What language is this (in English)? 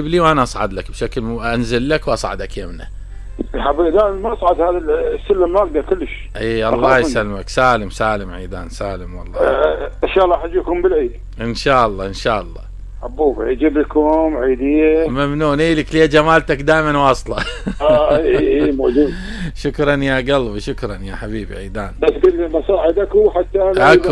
Mesopotamian Arabic